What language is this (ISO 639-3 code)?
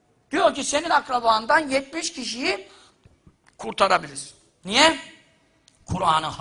tur